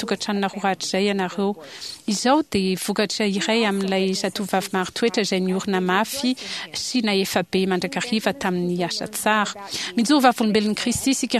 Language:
Malagasy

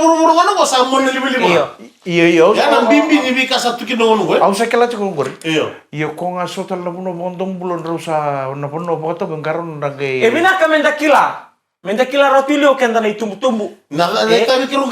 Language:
Fijian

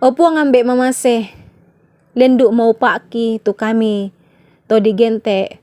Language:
Toraja-Sa'dan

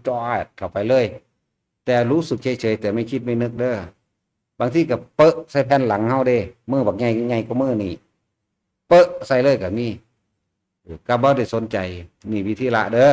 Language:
Northeastern Thai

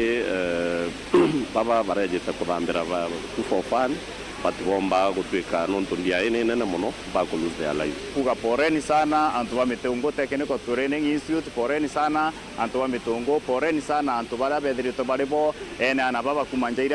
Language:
Meru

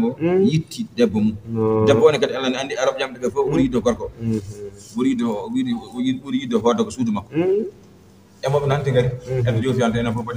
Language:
Fula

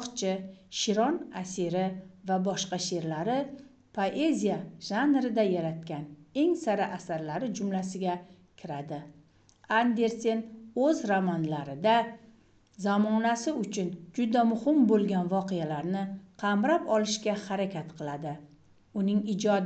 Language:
Uzbek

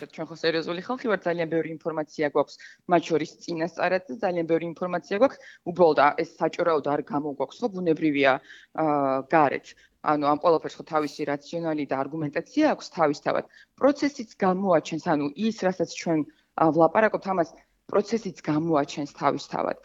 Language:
Georgian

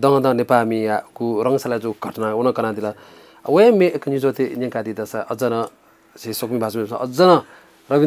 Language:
Newari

